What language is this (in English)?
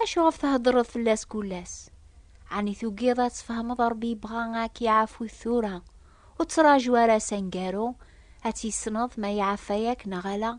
Kabyle